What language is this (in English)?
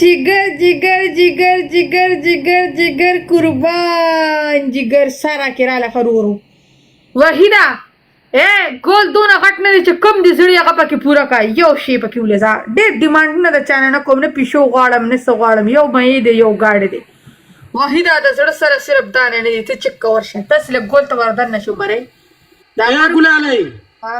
Pashto